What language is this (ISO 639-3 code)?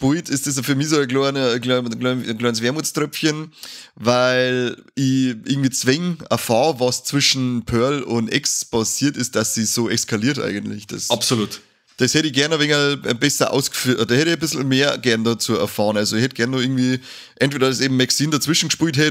bar